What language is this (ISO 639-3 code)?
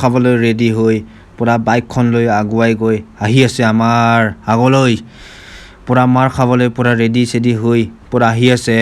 asm